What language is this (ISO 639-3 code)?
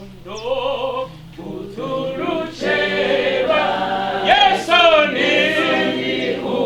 ven